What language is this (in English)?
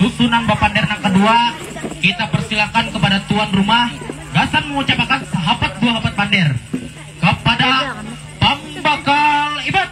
Banjar